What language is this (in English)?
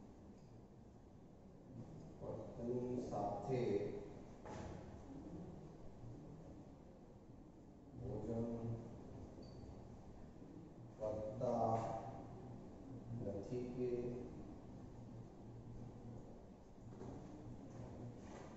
Gujarati